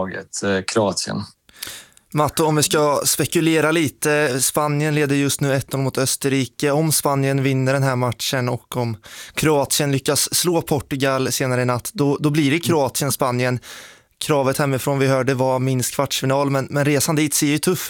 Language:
Swedish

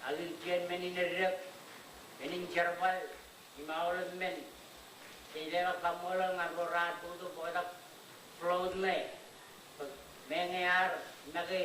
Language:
Marshallese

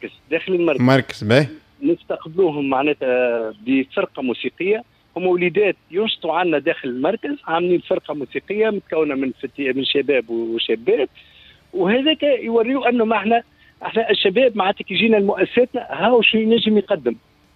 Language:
Tunisian Arabic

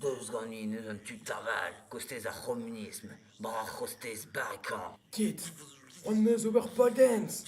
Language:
Breton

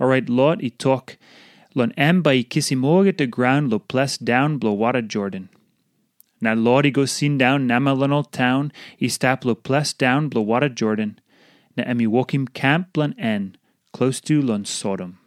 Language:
Tok Pisin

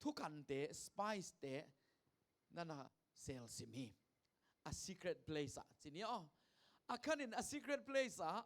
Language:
Tedim Chin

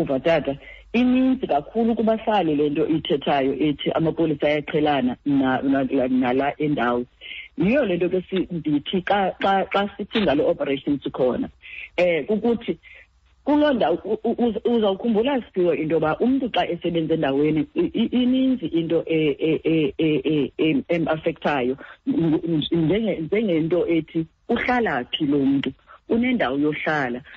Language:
Xhosa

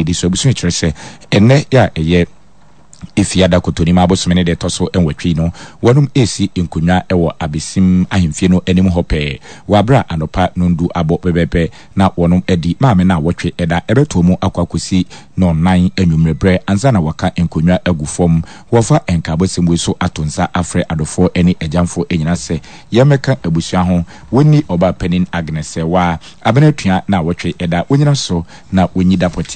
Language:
Akan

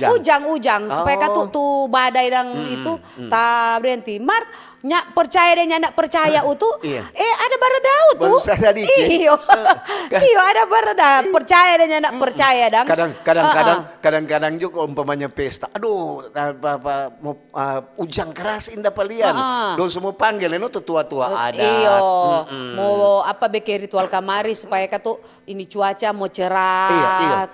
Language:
Manado Malay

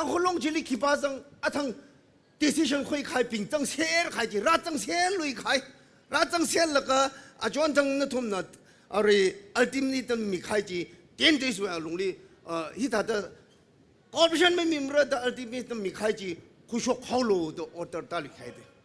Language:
Tangkhul Naga (India)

